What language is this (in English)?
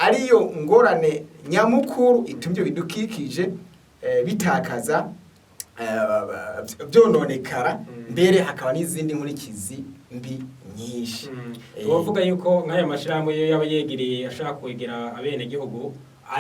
Rundi